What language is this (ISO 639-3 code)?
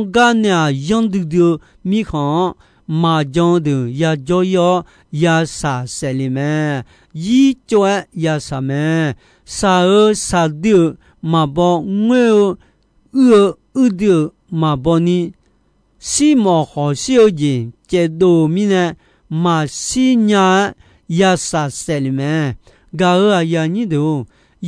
ahk